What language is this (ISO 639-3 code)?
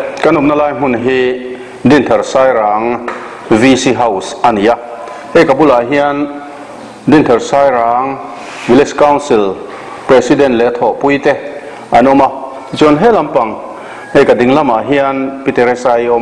lus